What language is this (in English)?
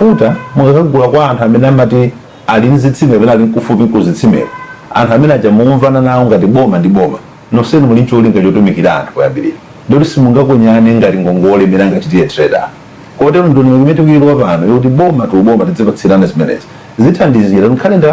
Nyanja